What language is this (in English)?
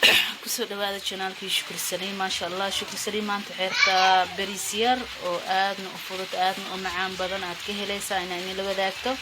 Somali